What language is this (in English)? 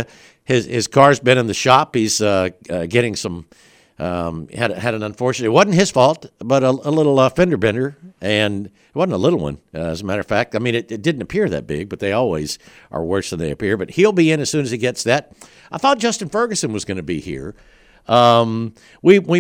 English